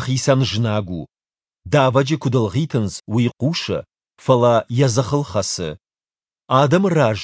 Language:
Ossetic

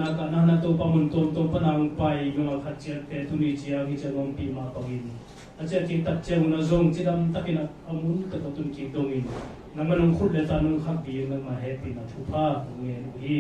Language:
Tedim Chin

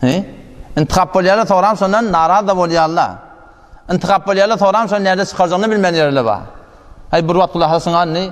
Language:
Turkmen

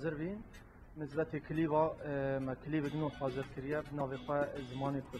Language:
Kurdish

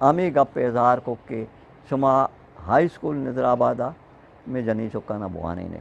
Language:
Eastern Balochi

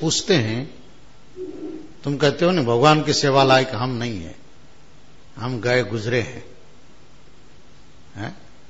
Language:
Hindi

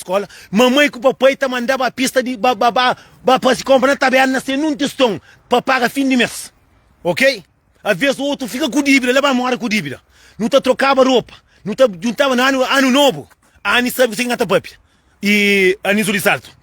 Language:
Kabuverdianu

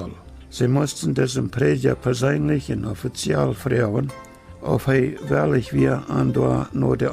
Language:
Plautdietsch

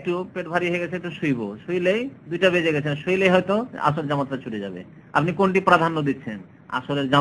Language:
Bangla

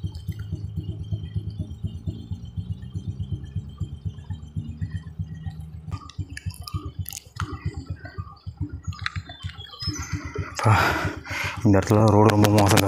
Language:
Tamil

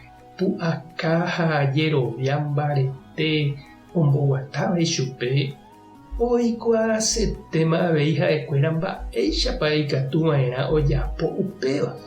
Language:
Guarani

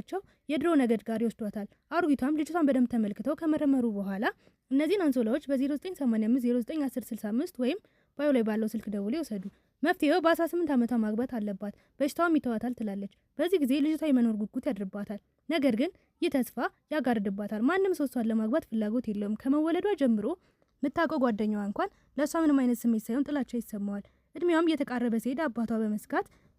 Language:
Amharic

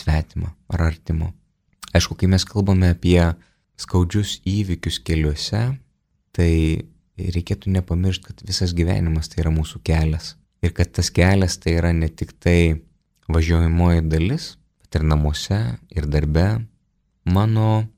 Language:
Lithuanian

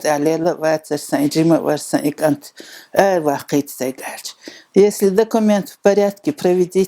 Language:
Chechen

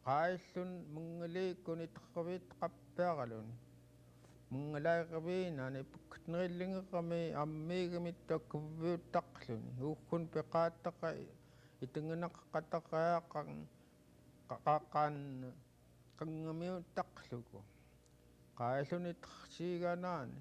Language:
Central Yupik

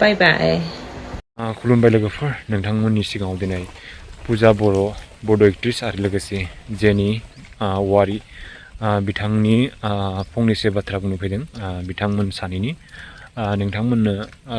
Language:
Bodo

